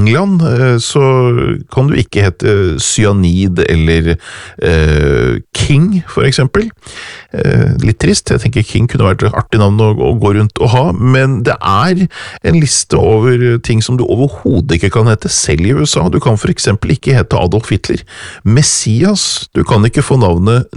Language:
Norwegian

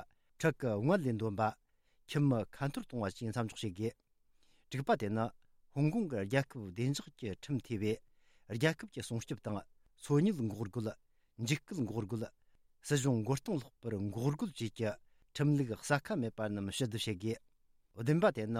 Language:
Tibetan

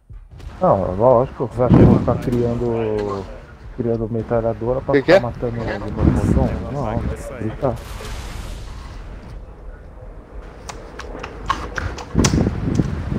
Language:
Portuguese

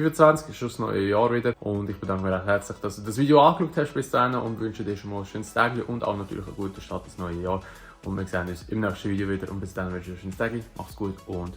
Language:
Swiss German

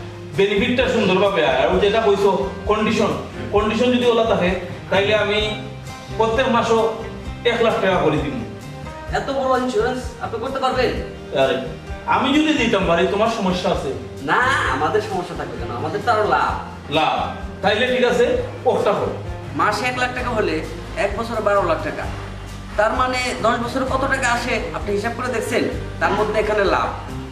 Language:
Sylheti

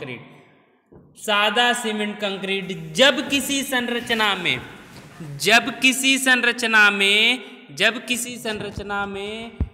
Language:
Hindi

